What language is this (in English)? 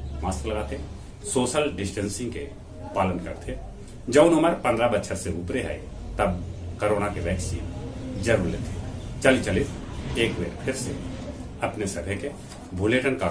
Magahi